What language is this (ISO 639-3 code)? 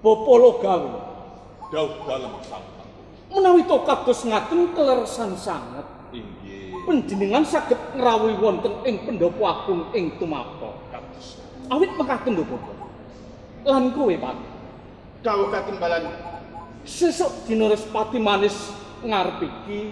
jav